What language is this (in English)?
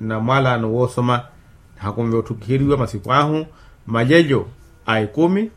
Makhuwa